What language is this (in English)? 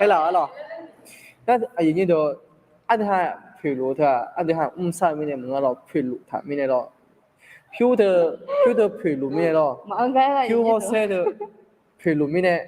Akha